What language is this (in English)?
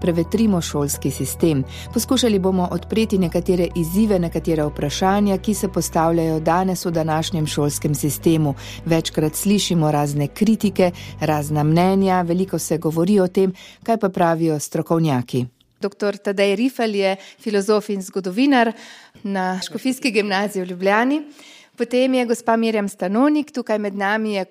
Slovenian